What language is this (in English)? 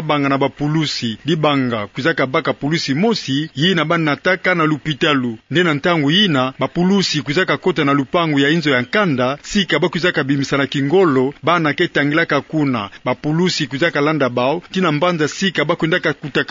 Kituba (Democratic Republic of Congo)